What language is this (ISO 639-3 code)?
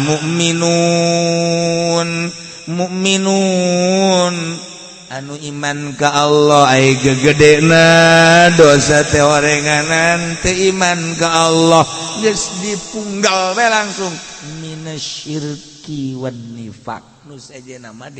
sun